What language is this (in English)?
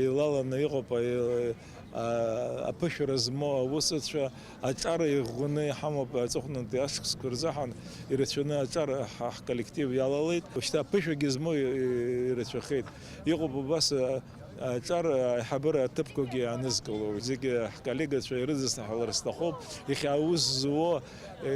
Abkhazian